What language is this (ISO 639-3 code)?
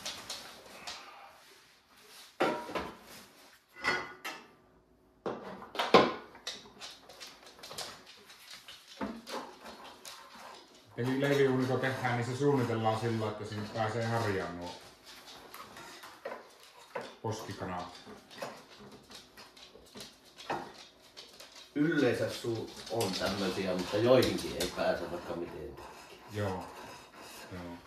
fin